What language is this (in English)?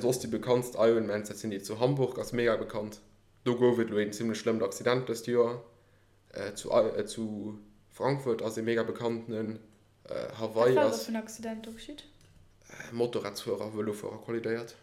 Luxembourgish